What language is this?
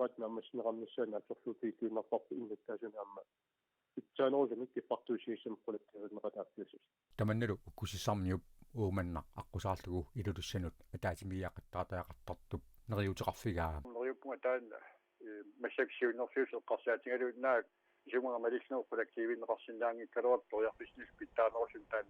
Kalaallisut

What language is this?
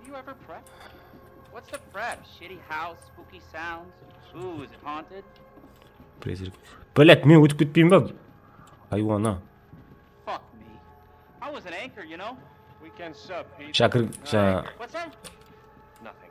Kara-Kalpak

